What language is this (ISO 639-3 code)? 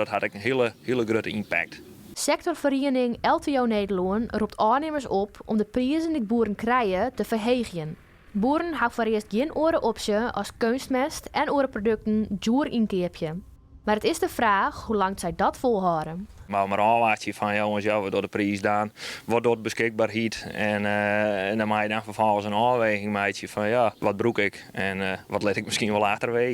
fry